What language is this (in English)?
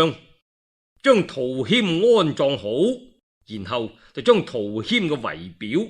Cantonese